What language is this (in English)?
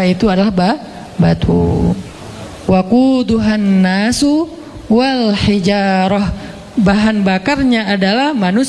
Indonesian